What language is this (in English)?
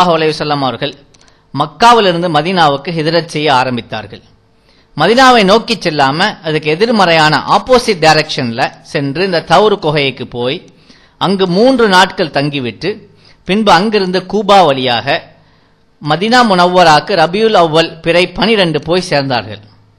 Tamil